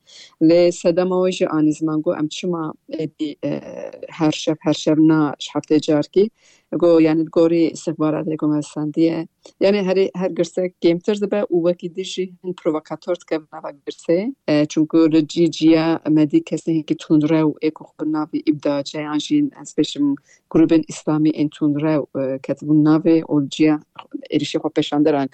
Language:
Kurdish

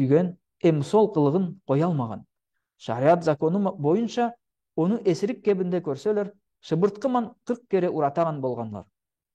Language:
Nogai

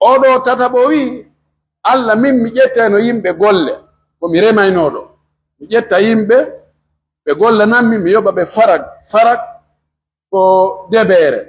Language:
Pular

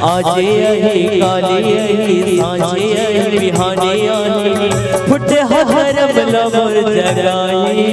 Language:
Chhattisgarhi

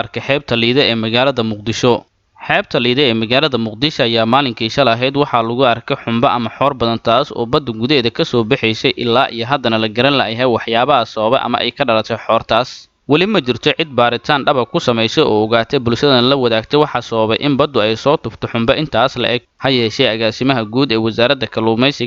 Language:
Somali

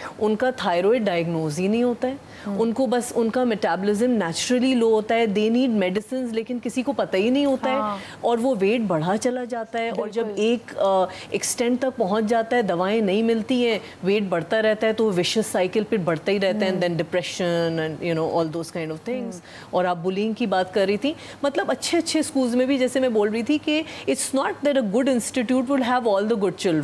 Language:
Urdu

